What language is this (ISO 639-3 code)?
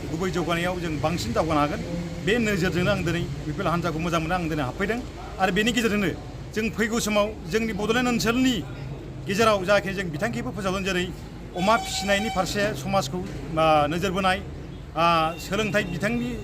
brx